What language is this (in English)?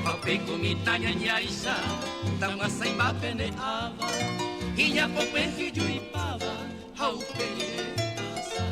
Guarani